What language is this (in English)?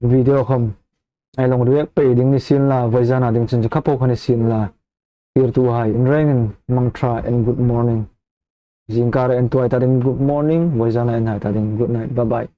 Hmar